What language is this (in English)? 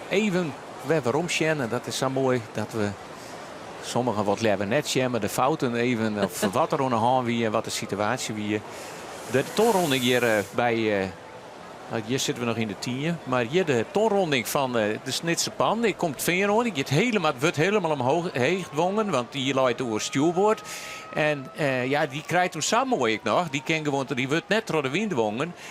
Western Frisian